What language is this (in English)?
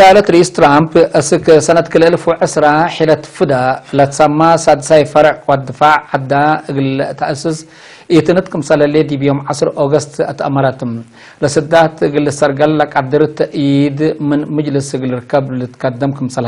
Tigre